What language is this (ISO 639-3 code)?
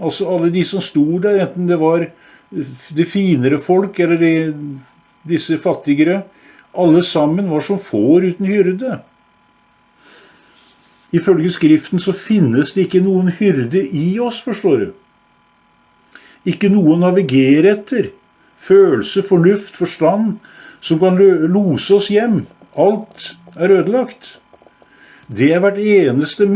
nor